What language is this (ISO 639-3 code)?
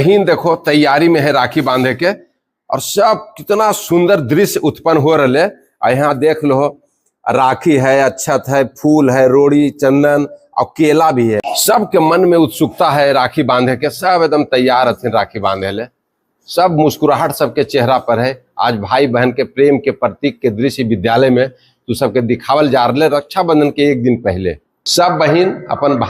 mag